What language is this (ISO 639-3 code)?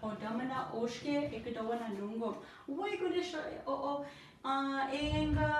ciw